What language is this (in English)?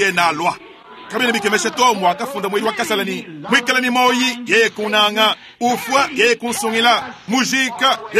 Luba-Lulua